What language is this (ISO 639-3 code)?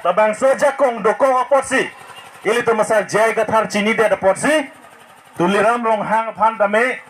mjw